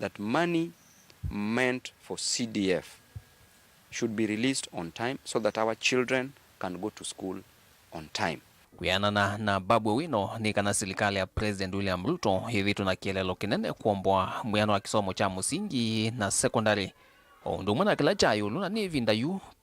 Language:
Kamba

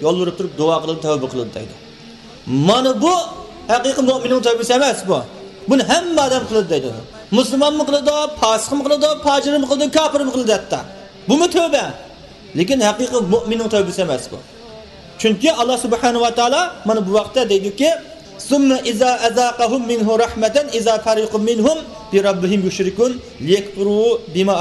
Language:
Uyghur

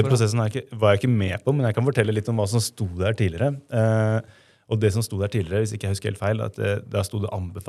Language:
Norwegian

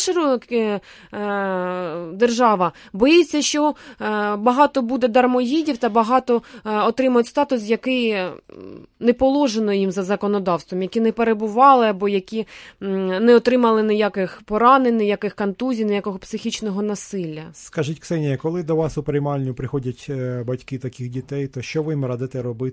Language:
Ukrainian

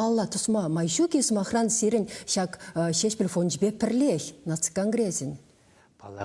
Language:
Chuvash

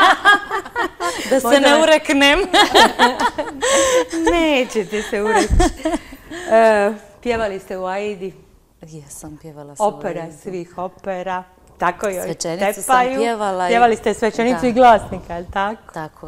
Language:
Croatian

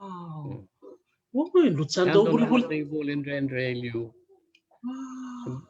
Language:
Fijian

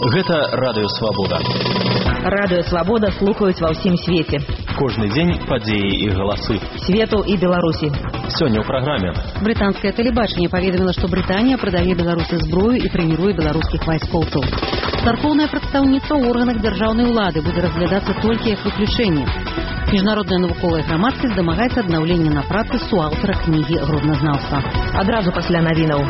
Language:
Belarusian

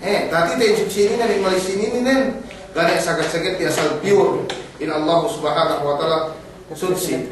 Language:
Yakan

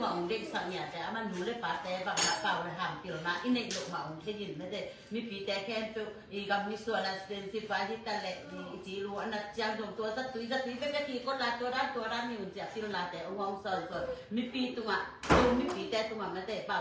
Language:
Tedim Chin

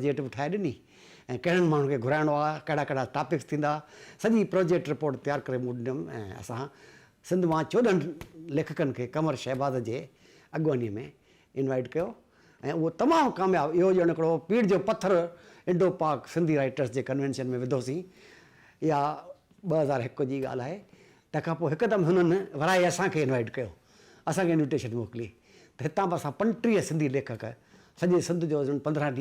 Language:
Sindhi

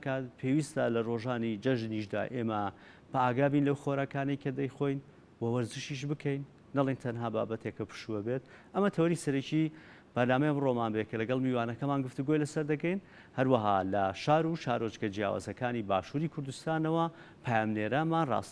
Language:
Central Kurdish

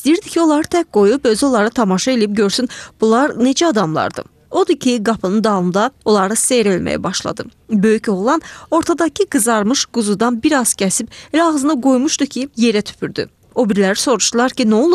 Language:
Azerbaijani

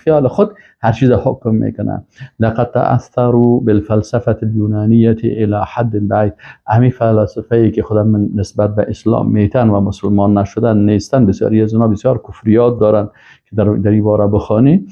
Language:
Persian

